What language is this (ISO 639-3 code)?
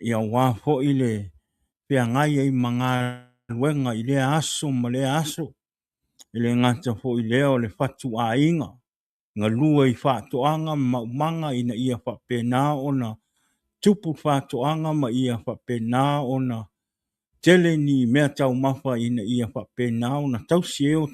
smo